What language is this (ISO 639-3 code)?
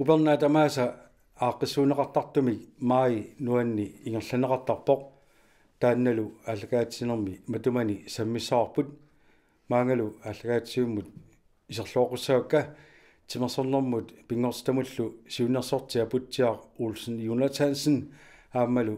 kal